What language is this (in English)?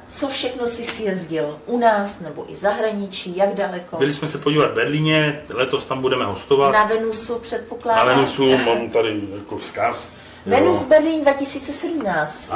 Czech